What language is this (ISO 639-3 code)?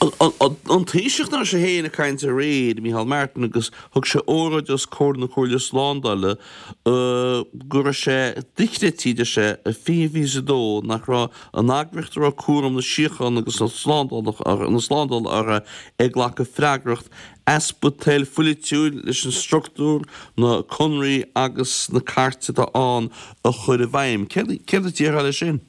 gle